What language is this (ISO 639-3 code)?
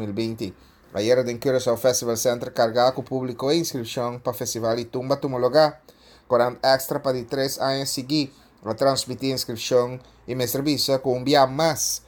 pap